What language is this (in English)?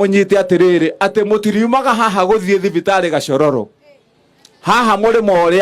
Kikuyu